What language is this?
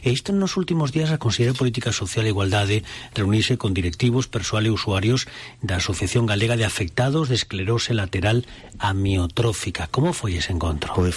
Galician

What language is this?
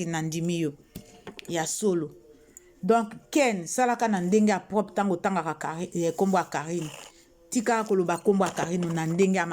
Lingala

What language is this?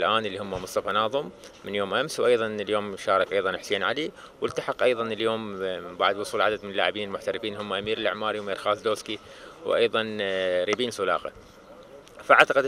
Mesopotamian Arabic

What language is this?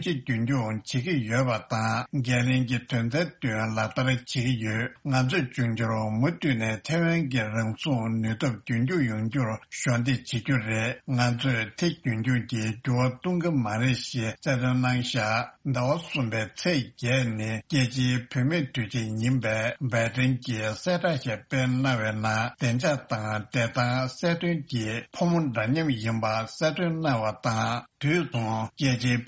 Tibetan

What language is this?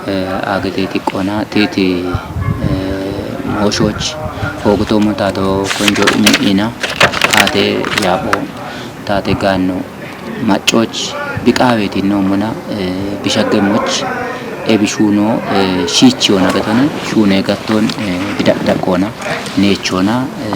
Kafa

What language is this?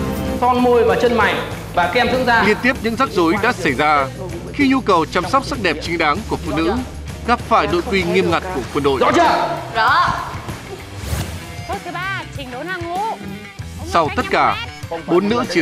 Vietnamese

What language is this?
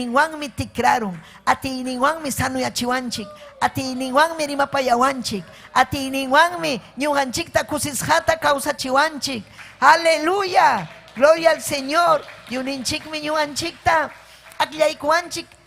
Ayacucho Quechua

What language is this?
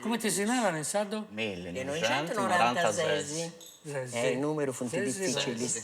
Sardinian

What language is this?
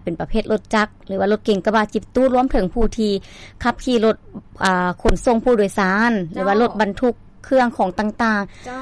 Lao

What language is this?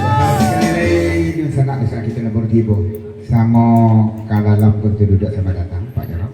Minangkabau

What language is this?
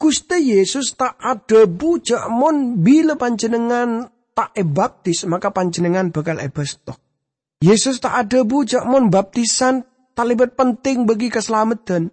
Madurese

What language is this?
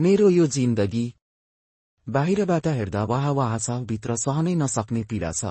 Nepali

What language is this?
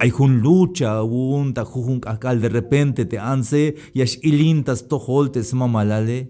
Tzeltal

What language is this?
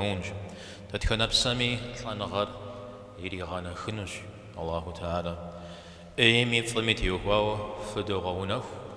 Kabardian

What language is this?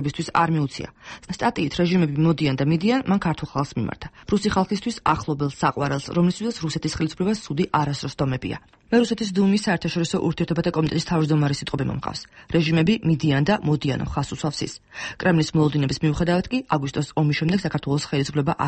Georgian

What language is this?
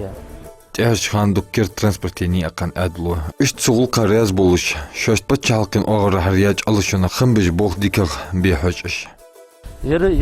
Ingush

